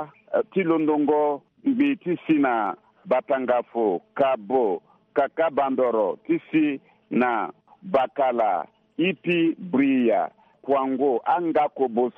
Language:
Sango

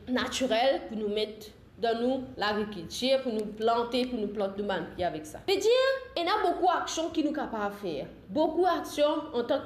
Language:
Morisyen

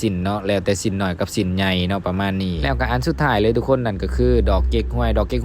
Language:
Lao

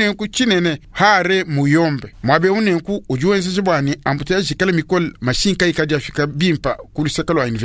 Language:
Luba-Lulua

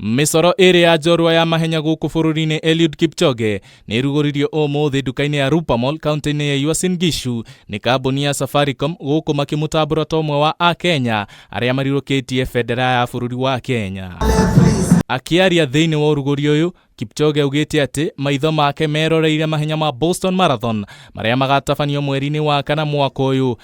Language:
Kikuyu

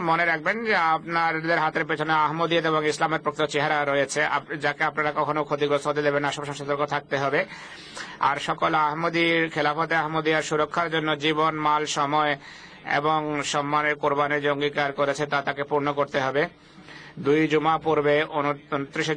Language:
Bangla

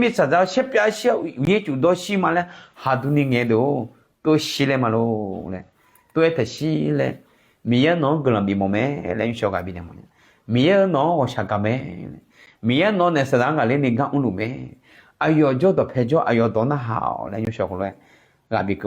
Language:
Akha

